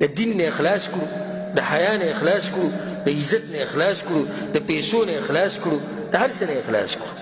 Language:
Pashto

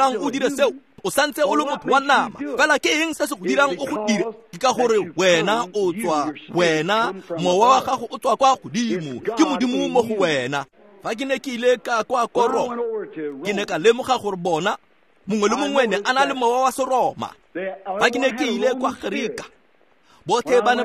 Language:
Tswana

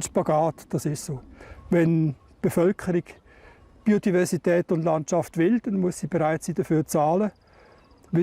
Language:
Romansh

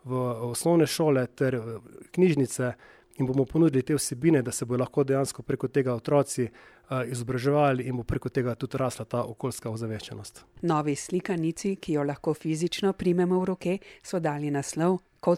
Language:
Slovenian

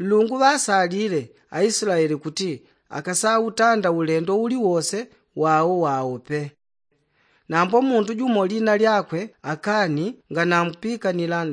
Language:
Yao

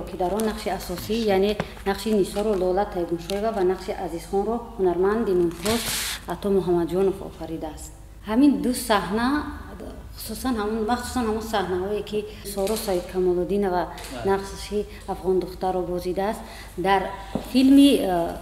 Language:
Tajik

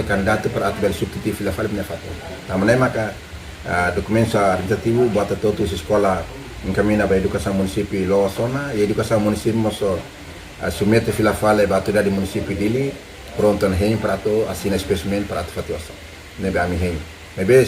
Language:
Tetum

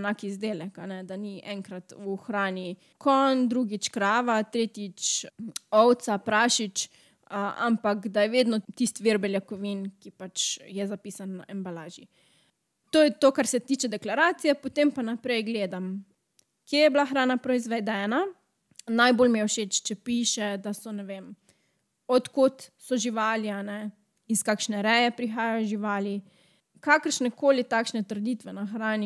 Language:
Slovenian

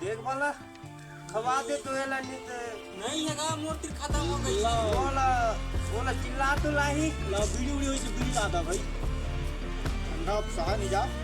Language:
Chhattisgarhi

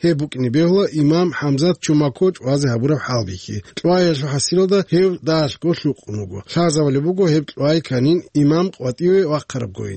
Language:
Avaric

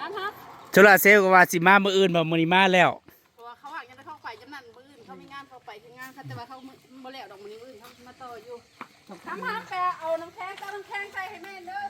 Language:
Northeastern Thai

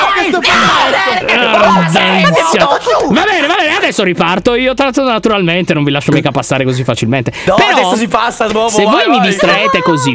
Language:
Italian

